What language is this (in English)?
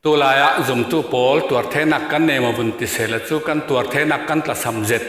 Falam Chin